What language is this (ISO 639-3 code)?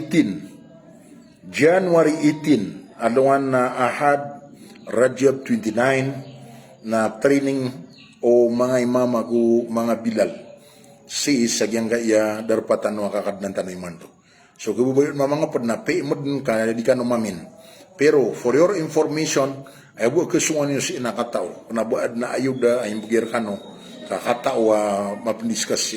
mrw